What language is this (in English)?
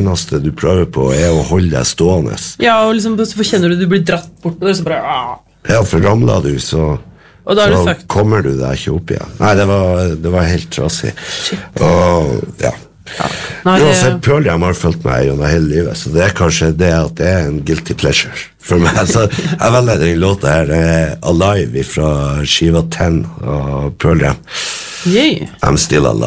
Norwegian